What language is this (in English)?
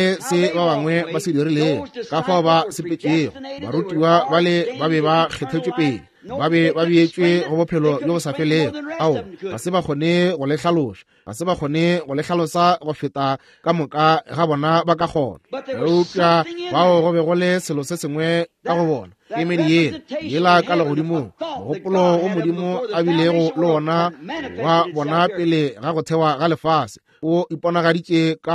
Northern Sotho